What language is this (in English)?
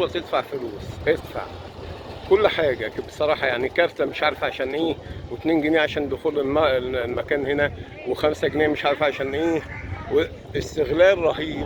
Egyptian Arabic